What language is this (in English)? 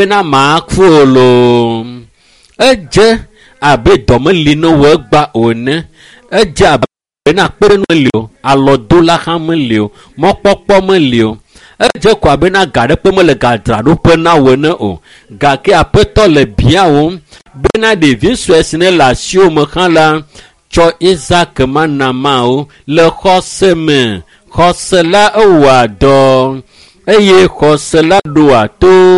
Ewe